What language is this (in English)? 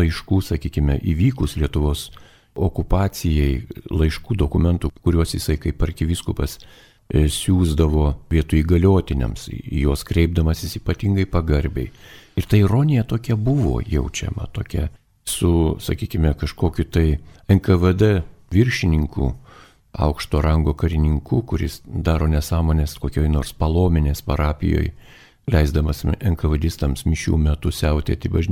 Lithuanian